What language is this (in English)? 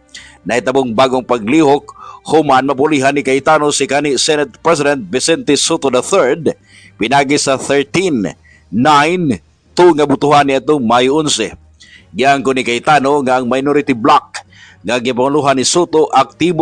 Cebuano